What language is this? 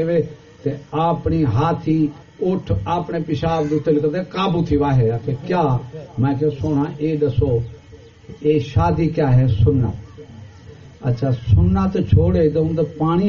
Saraiki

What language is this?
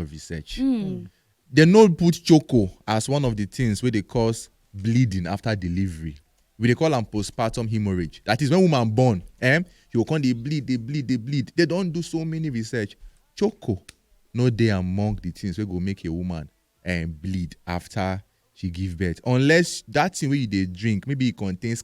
Nigerian Pidgin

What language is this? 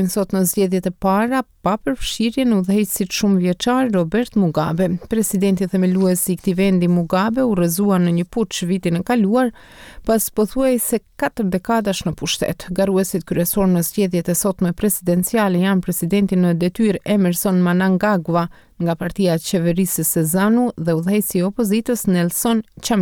Albanian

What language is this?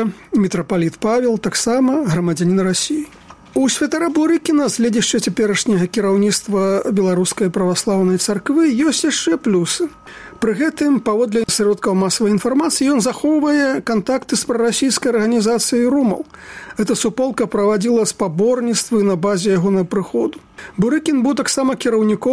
Belarusian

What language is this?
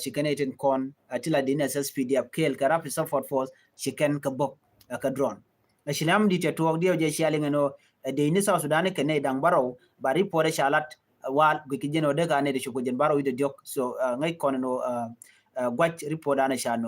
Nuer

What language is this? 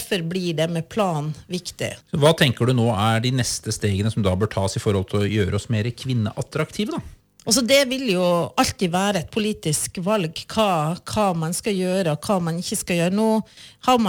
Norwegian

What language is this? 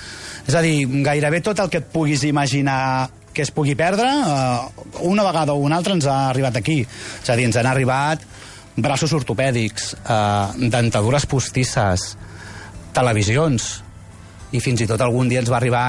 Catalan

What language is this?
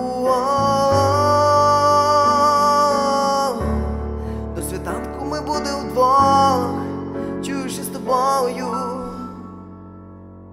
Ukrainian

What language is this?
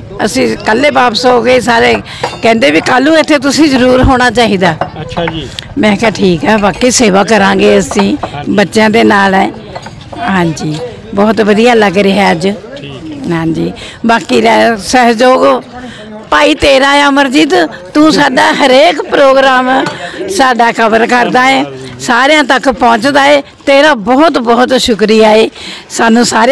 Punjabi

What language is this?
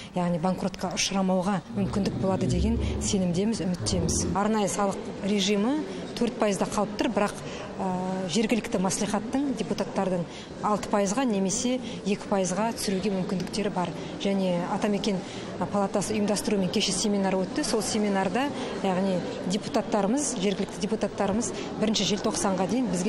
Kazakh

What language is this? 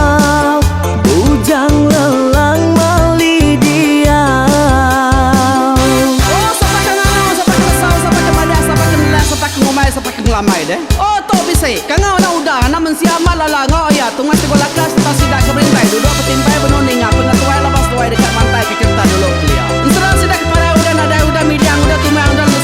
Iban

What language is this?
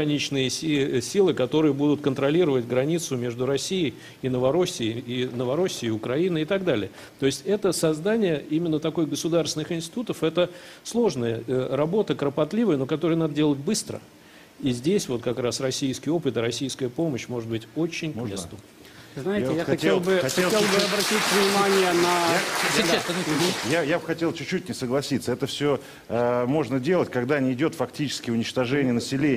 Russian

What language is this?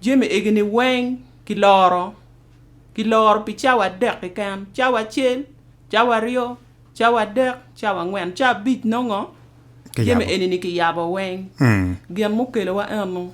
Acoli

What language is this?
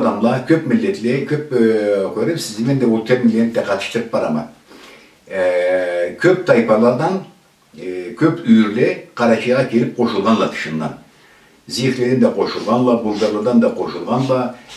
Karachay-Balkar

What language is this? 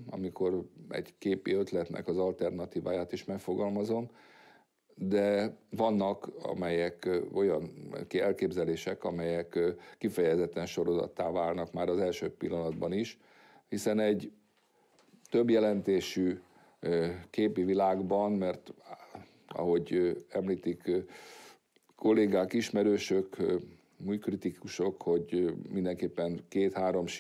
Hungarian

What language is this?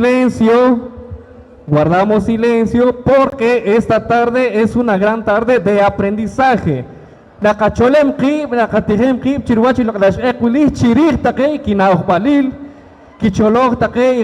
Poqomchi'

